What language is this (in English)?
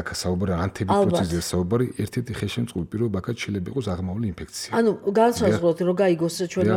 Georgian